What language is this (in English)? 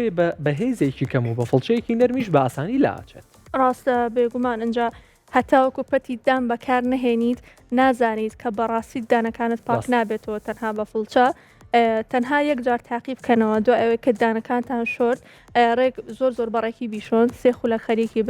Central Kurdish